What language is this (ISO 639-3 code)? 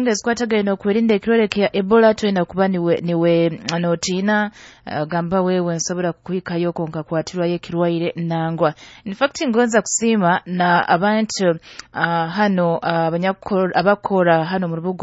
nyo